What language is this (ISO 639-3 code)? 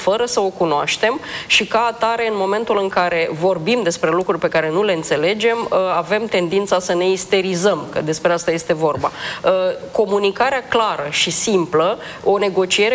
ron